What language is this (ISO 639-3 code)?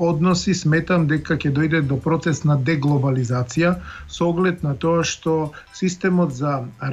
mkd